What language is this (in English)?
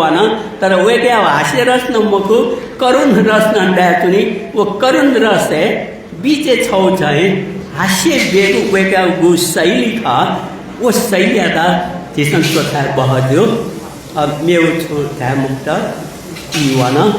Newari